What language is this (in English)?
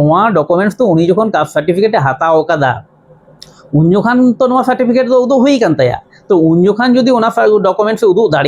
Santali